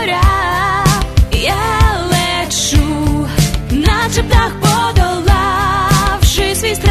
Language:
Ukrainian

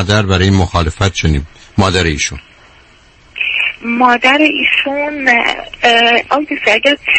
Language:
Persian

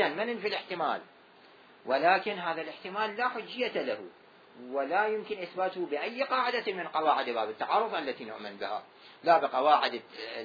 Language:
Arabic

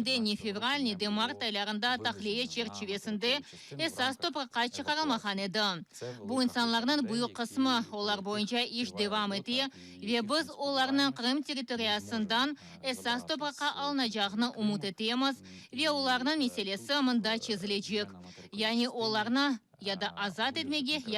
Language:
Crimean Tatar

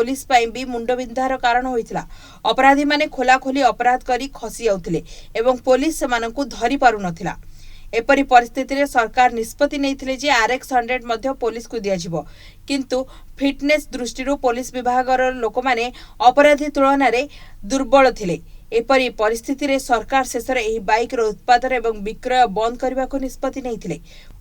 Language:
Odia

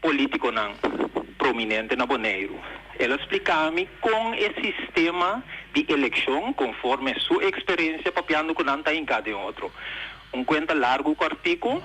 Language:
Papiamento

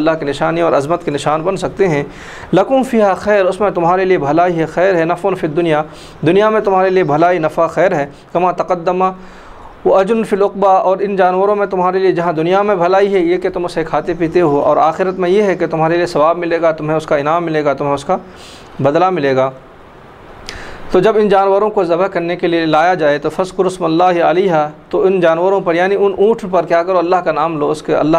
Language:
Urdu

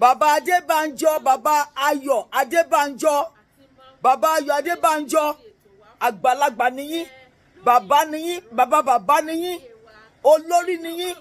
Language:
Yoruba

